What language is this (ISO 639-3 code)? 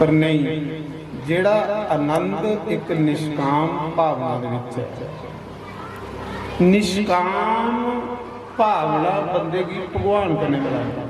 doi